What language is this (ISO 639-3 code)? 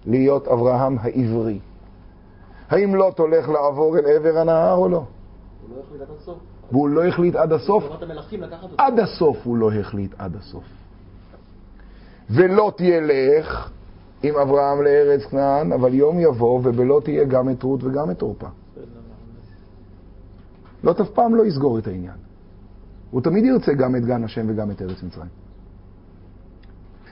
heb